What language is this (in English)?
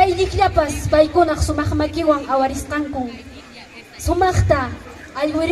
Ayacucho Quechua